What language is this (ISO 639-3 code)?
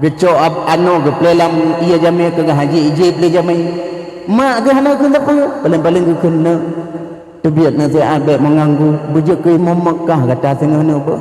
ace